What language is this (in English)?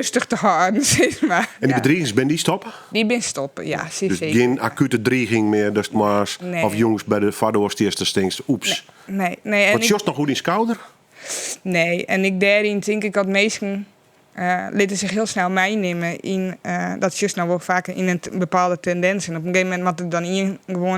Western Frisian